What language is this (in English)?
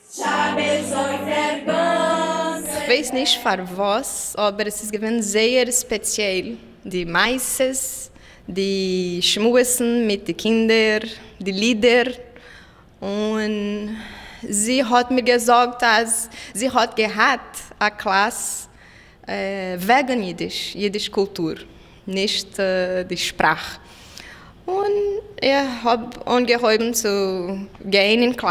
Swedish